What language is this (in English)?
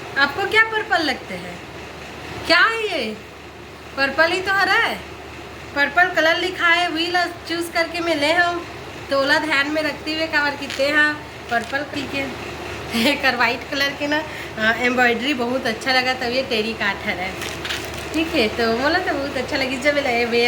Chhattisgarhi